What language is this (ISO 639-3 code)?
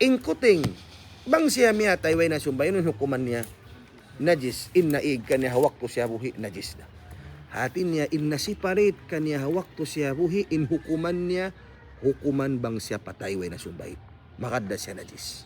tsg